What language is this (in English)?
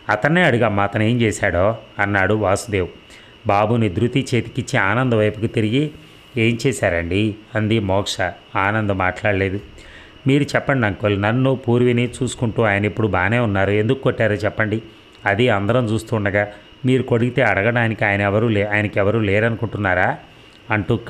Telugu